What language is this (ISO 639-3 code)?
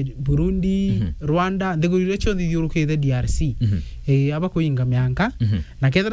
mer